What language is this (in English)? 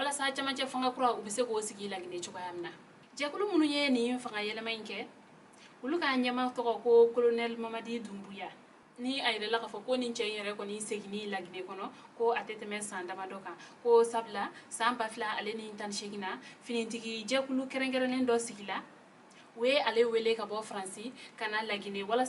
Bambara